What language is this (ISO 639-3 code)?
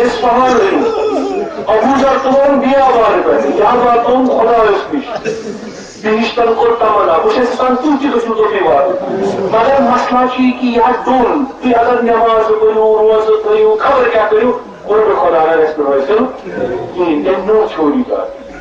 kas